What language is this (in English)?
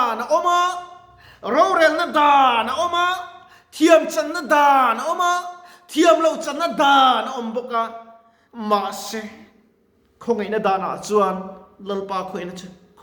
Mizo